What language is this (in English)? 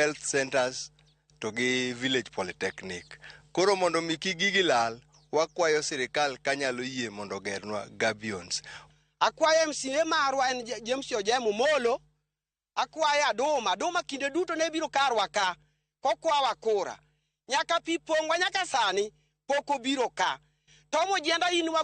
Luo (Kenya and Tanzania)